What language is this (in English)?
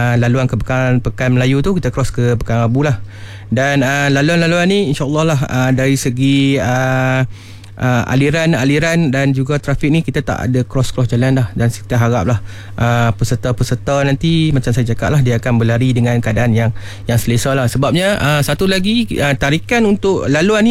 Malay